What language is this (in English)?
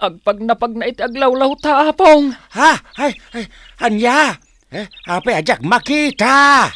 Iloko